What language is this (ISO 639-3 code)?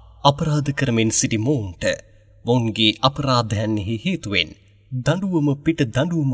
sin